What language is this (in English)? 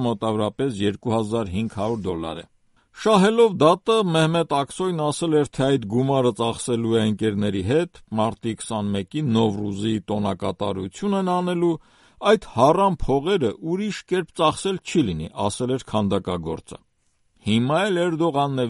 Armenian